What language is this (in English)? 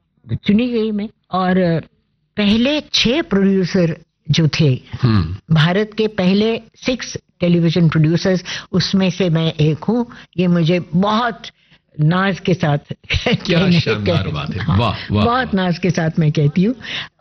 Hindi